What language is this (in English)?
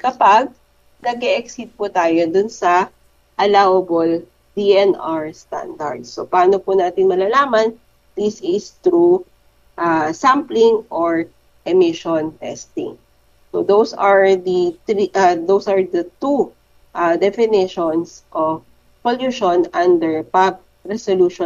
Filipino